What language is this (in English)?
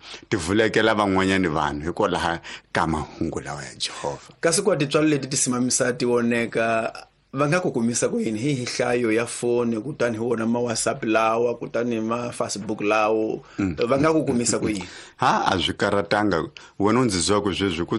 Tsonga